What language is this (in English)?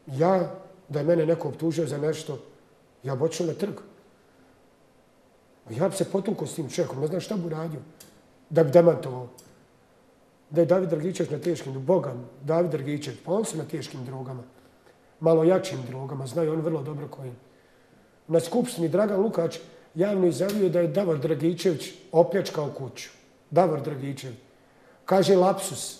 Bosnian